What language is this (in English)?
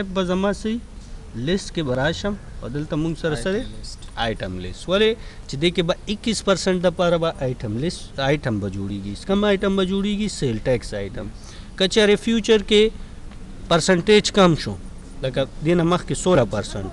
Pashto